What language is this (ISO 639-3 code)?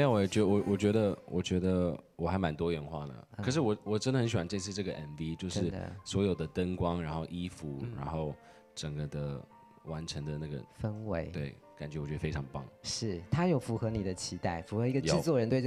zho